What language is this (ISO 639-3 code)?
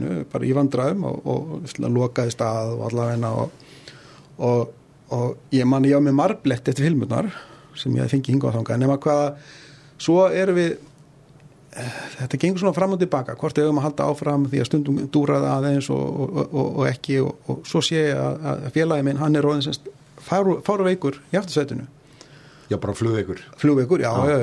isl